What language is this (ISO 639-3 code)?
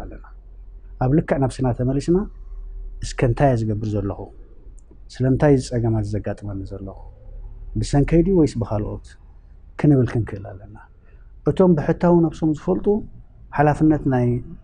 tir